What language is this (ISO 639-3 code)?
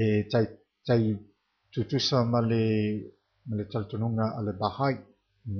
smo